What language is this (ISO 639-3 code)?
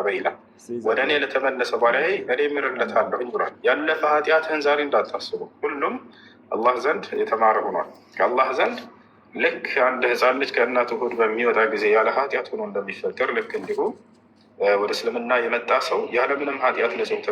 amh